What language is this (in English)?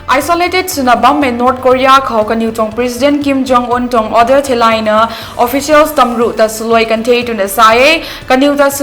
Rongmei Naga